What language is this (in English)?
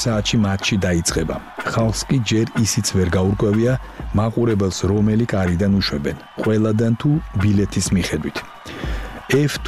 Georgian